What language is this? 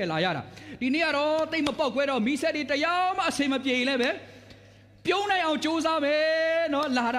Burmese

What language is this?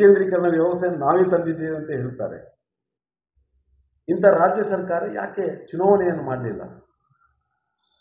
Kannada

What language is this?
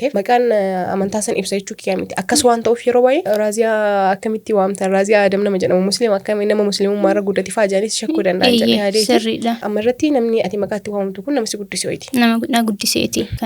Oromo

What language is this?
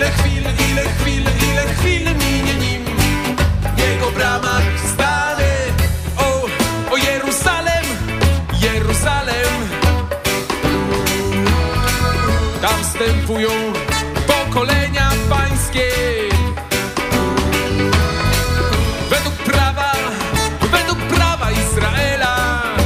Polish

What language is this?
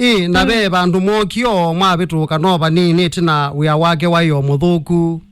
Kamba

